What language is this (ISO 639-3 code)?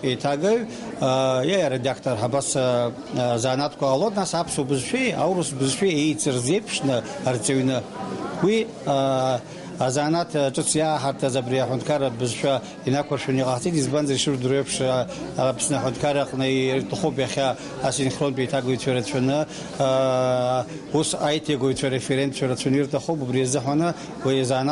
abk